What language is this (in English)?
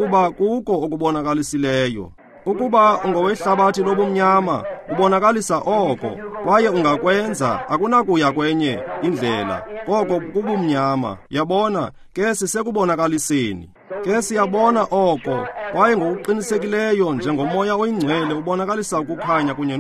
Xhosa